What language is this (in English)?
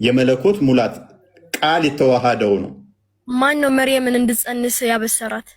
Amharic